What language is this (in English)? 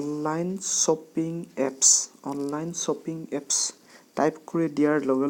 Assamese